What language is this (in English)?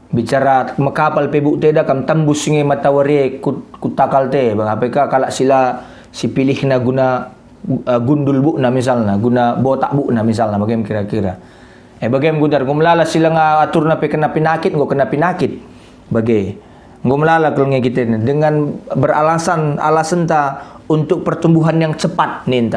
Batak Karo